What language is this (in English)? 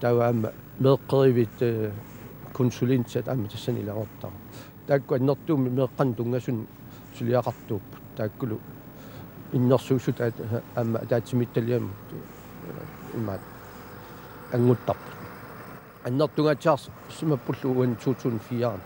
Kalaallisut